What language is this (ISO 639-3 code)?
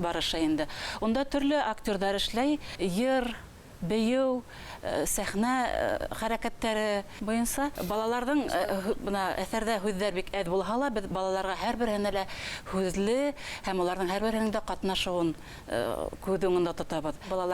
bak